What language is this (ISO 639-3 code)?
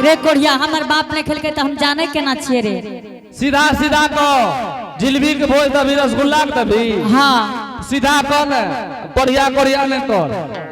anp